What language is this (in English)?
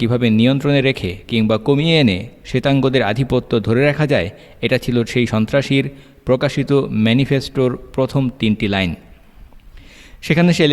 Bangla